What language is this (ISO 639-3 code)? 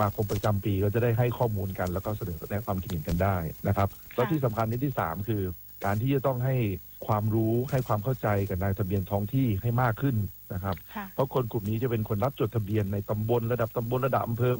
tha